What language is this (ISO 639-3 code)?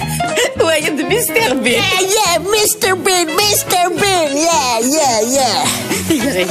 kab